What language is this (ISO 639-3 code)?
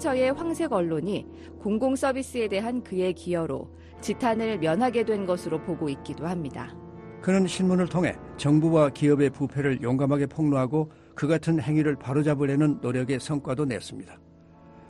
kor